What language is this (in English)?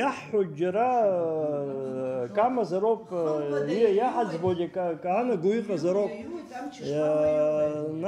Abkhazian